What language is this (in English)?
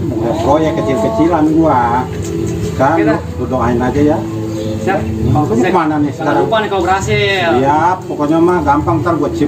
Betawi